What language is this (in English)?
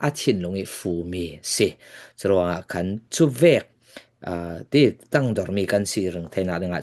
Falam Chin